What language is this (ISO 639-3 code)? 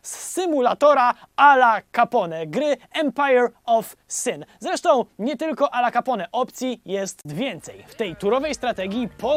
pol